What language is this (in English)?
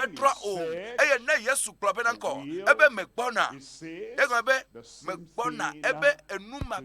Ewe